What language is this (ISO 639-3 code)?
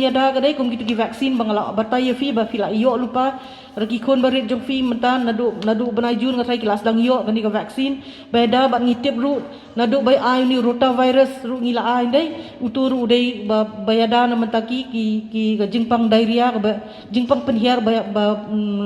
kha